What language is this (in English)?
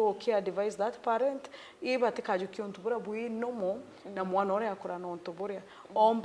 Meru